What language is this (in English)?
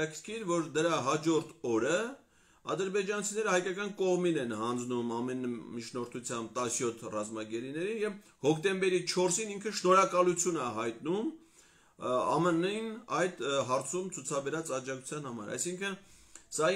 Armenian